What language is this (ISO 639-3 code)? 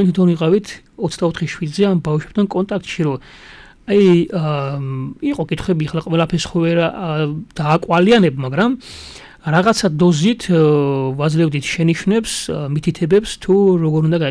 kat